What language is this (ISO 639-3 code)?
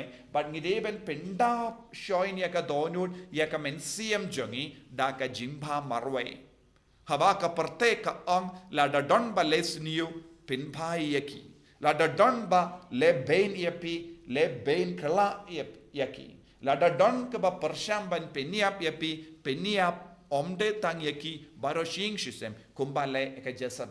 kha